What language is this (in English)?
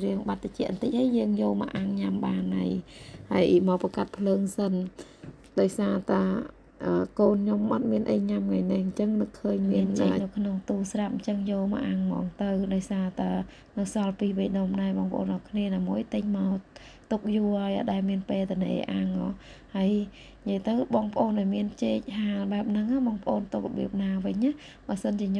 Khmer